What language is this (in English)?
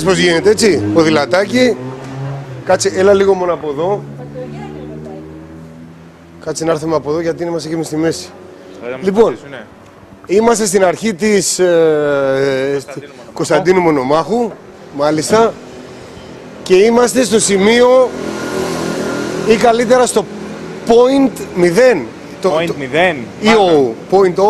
Greek